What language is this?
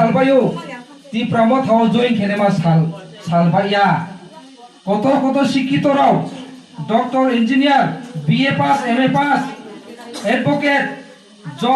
Riang (India)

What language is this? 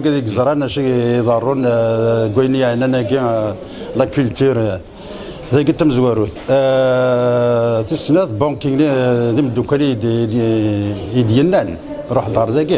Kabyle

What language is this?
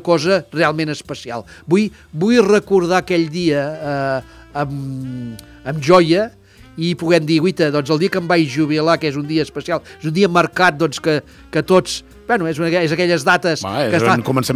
Catalan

